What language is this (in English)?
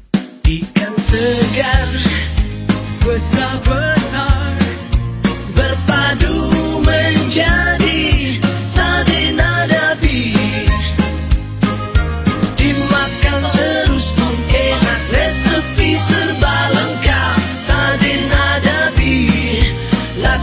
Malay